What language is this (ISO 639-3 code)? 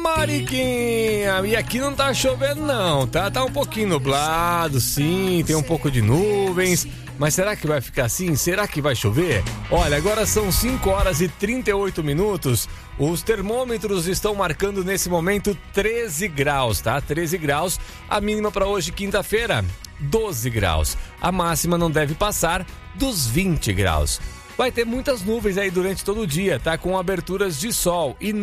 por